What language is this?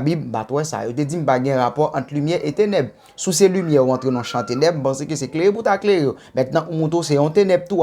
Haitian Creole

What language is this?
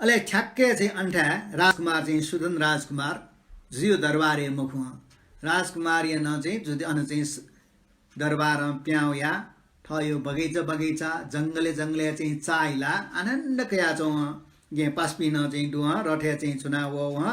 Newari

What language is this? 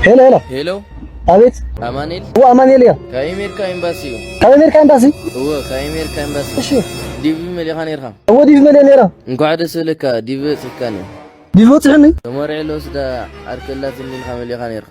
Tigrinya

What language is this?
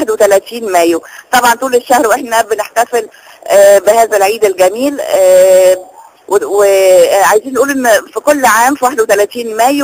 Egyptian Arabic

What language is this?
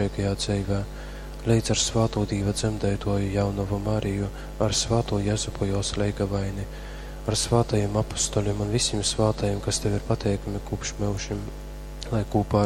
Latgalian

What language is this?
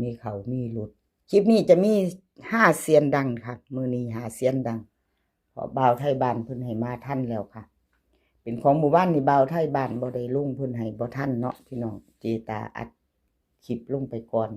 Lao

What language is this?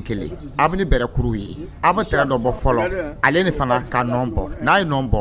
Dyula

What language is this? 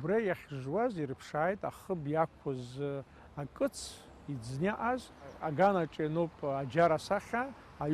Abkhazian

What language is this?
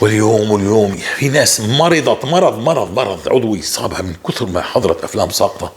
North Levantine Arabic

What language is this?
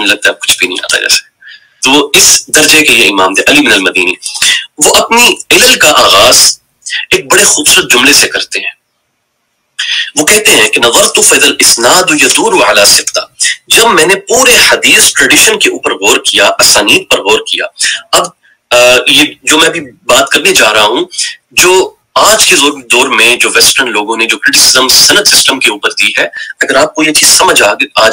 Urdu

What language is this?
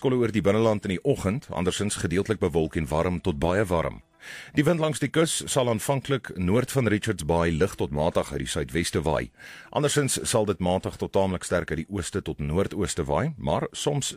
Afrikaans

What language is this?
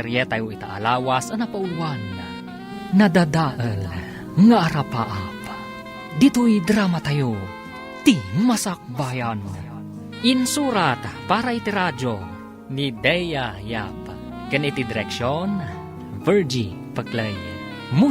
Iloko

